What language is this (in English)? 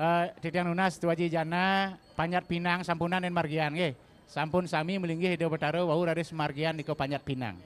Balinese